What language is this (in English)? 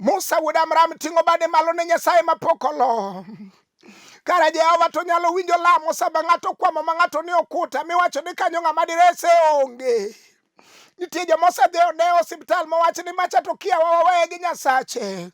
Luo (Kenya and Tanzania)